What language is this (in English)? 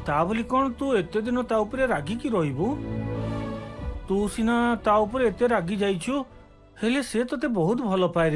Odia